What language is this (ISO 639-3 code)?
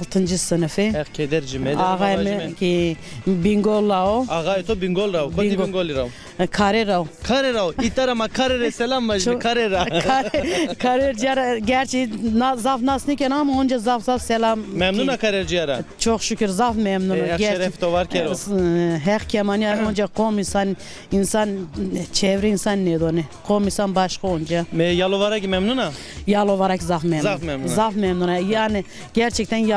zza